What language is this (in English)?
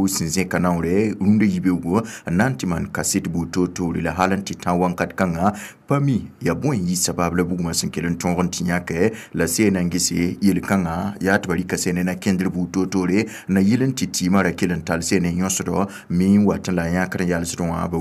Mossi